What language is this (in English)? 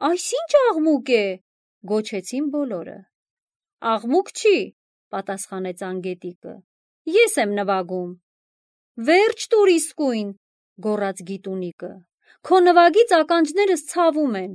Armenian